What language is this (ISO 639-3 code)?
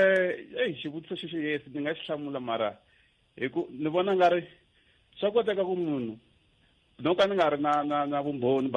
tso